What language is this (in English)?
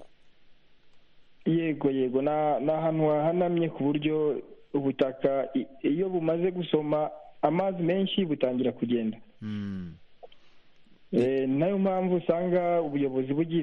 Kinyarwanda